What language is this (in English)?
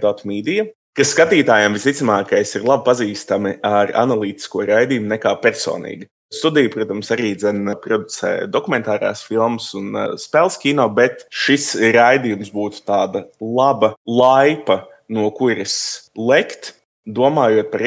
Latvian